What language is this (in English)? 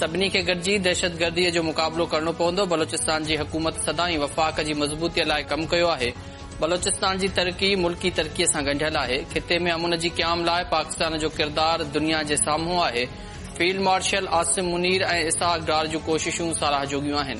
Sindhi